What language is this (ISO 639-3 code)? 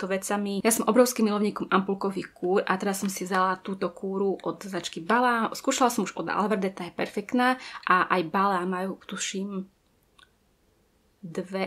slk